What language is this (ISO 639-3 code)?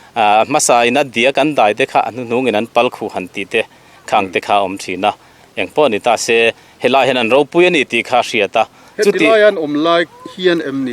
lus